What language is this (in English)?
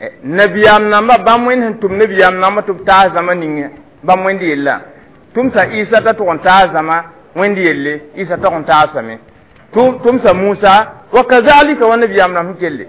Mossi